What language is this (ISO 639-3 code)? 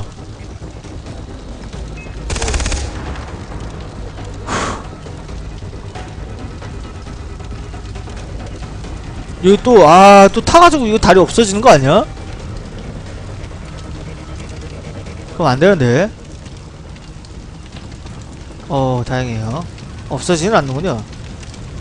kor